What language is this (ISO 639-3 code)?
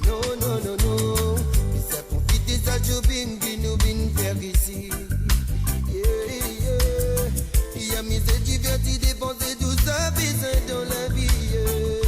mfe